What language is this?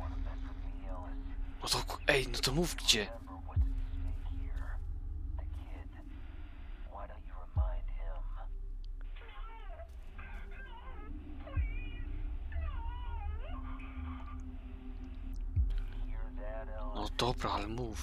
Polish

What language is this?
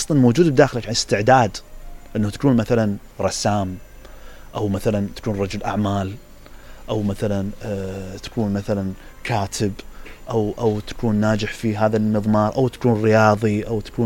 Mesopotamian Arabic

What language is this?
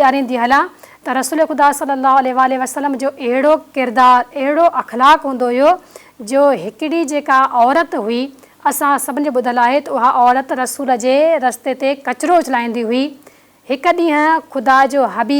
Sindhi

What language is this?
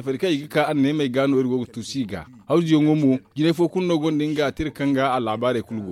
Zarma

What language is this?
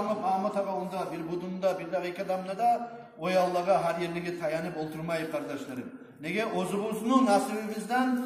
Kumyk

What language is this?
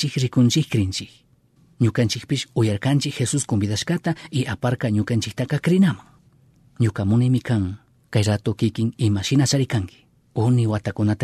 Chimborazo Highland Quichua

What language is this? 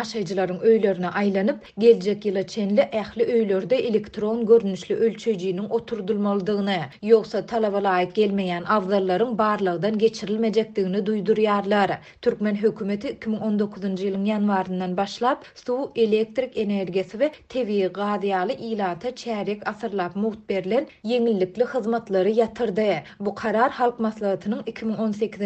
Turkmen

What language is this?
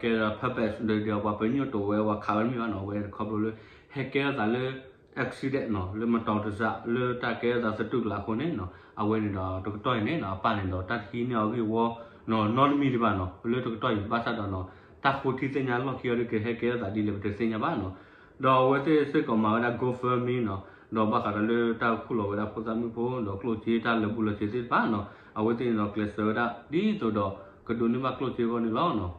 S'gaw Karen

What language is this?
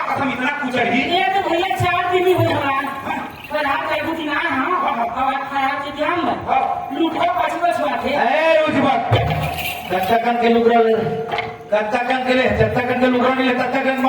Chhattisgarhi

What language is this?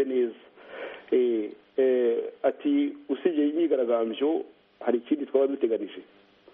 Kinyarwanda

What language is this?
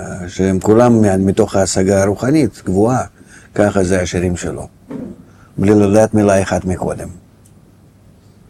Hebrew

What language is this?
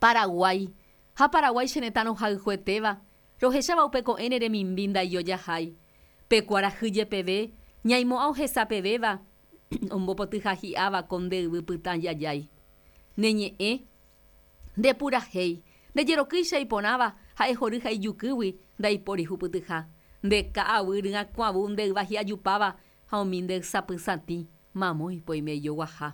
Guarani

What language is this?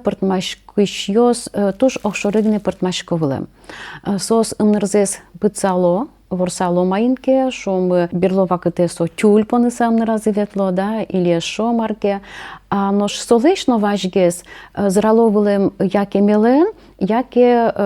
Udmurt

